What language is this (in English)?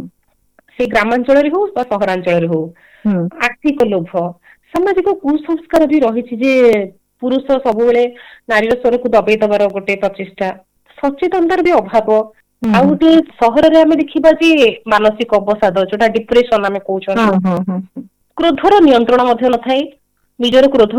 Odia